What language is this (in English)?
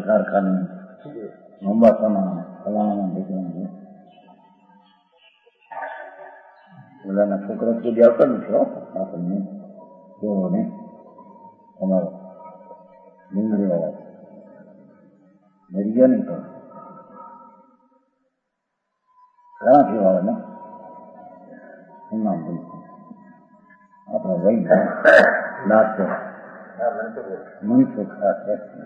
Gujarati